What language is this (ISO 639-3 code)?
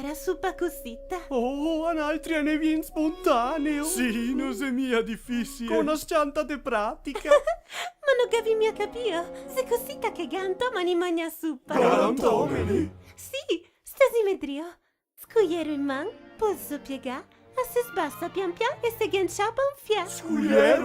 vec